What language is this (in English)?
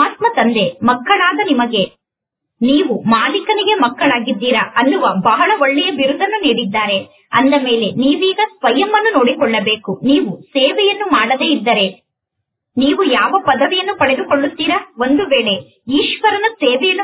Kannada